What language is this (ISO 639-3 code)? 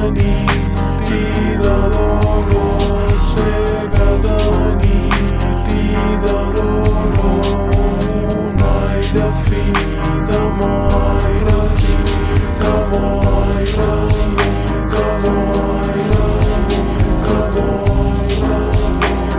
cat